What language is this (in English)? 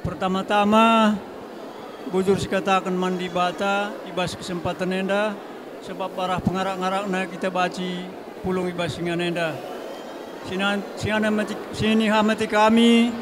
Batak Karo